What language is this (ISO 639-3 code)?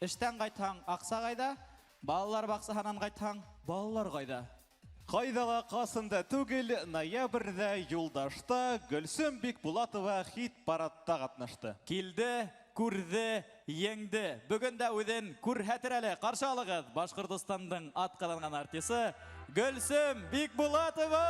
bak